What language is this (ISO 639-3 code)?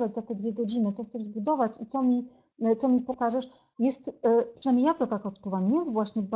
pol